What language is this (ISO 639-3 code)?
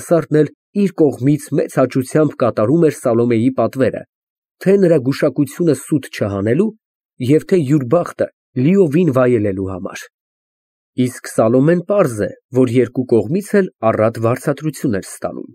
hye